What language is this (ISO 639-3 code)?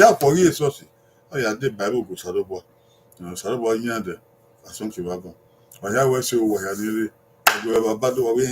bin